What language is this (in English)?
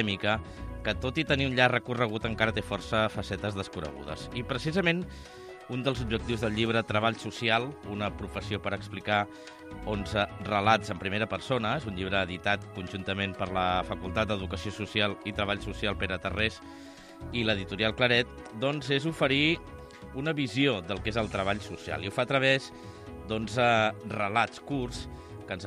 Catalan